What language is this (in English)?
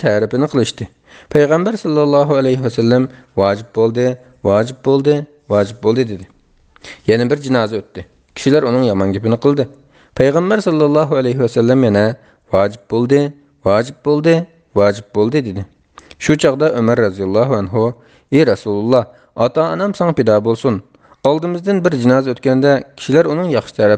Uyghur